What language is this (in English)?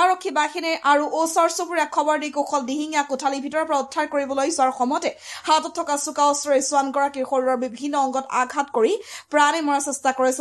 Assamese